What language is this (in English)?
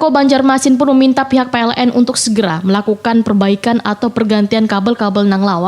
Banjar